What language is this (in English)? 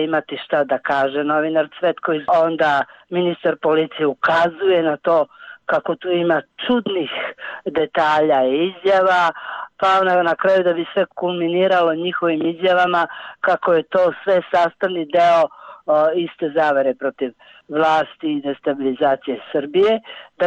Serbian